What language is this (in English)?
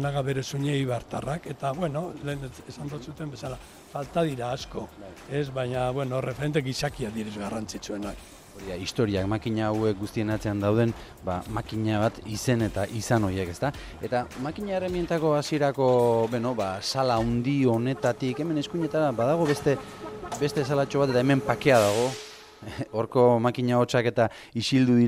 Basque